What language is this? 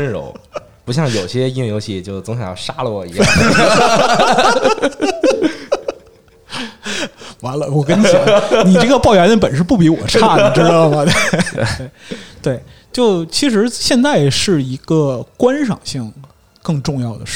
Chinese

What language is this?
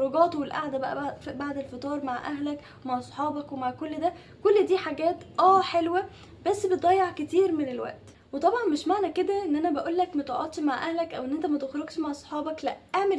Egyptian Arabic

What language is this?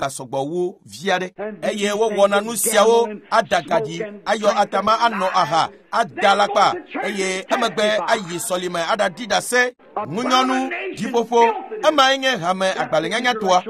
Ewe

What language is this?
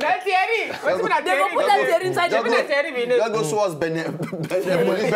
Nigerian Pidgin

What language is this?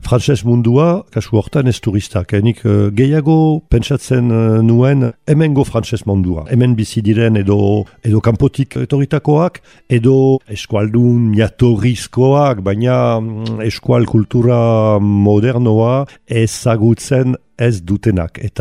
Basque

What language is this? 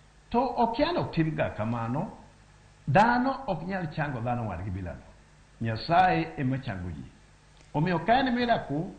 Luo (Kenya and Tanzania)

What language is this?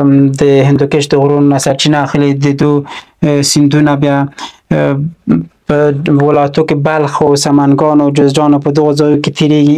Pashto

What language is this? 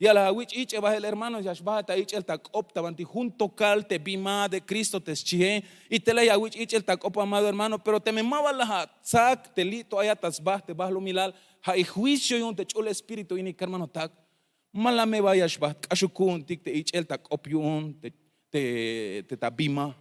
Tzeltal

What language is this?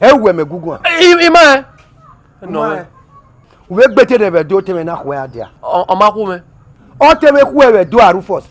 Bini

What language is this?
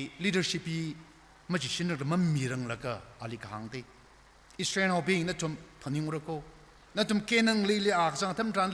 Tangkhul Naga (India)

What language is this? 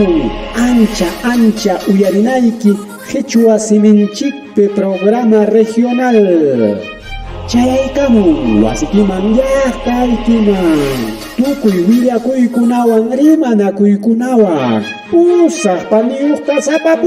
Ayacucho Quechua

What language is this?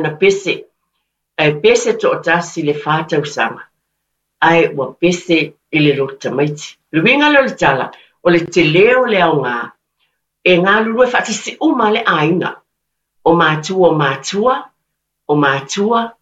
Samoan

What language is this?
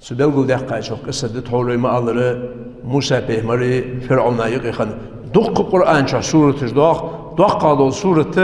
Ingush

